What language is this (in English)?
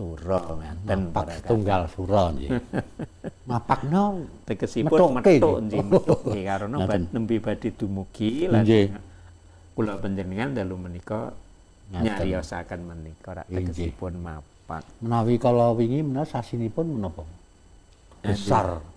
Javanese